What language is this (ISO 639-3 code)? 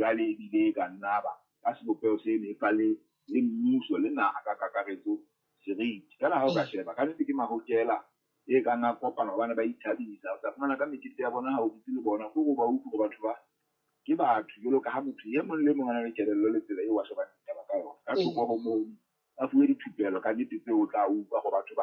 sot